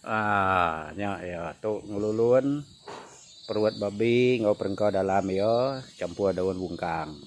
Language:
Iban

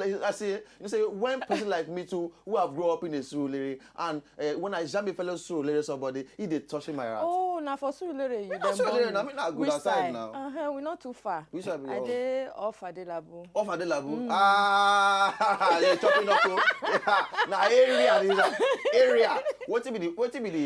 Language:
Nigerian Pidgin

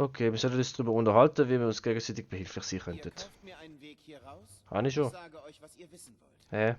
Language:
Swiss German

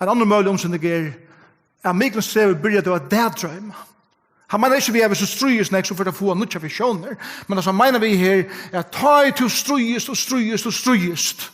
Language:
Faroese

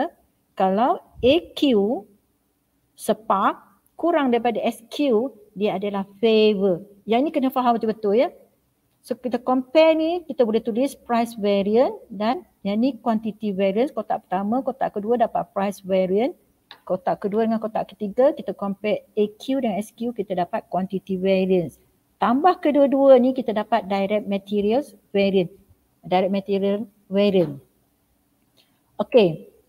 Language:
Malay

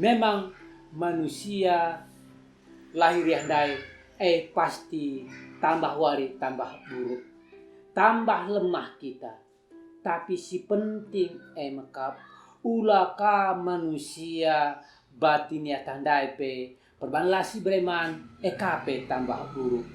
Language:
Batak Karo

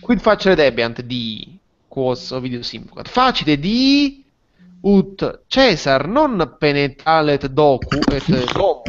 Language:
Latin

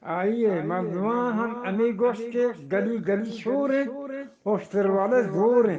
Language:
Eastern Balochi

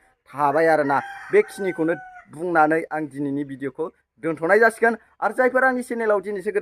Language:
Bodo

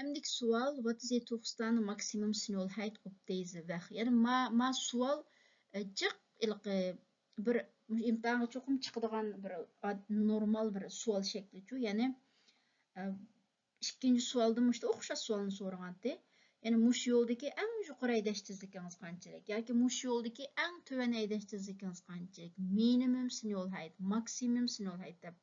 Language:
Uyghur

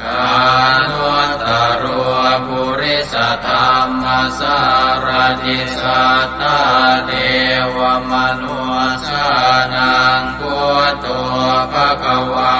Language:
Pali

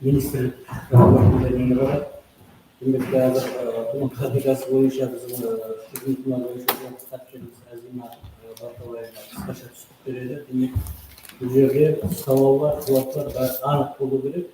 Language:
Kara-Kalpak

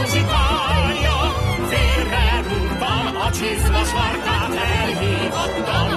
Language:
Hungarian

